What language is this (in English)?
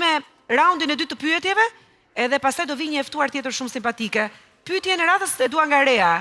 Albanian